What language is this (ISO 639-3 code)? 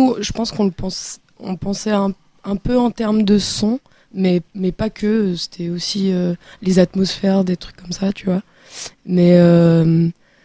fra